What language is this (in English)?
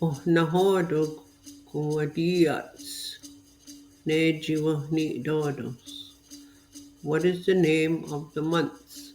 Mohawk